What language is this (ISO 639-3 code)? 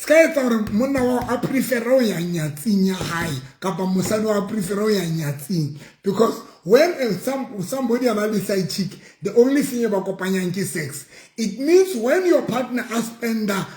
sot